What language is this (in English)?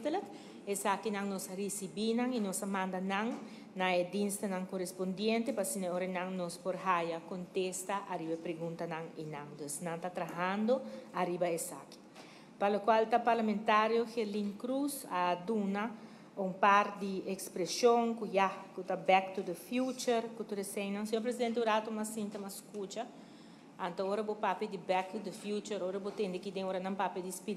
Papiamento